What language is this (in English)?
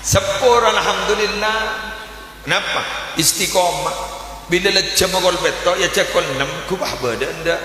Madurese